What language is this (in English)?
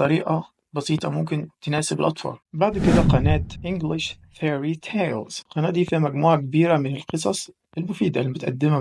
Egyptian Arabic